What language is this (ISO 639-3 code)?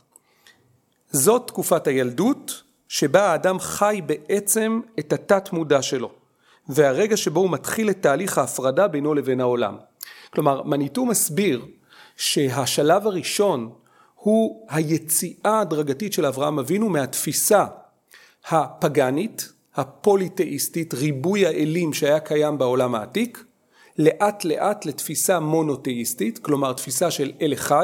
heb